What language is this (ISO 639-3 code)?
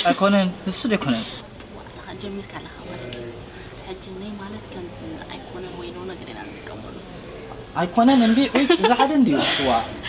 tir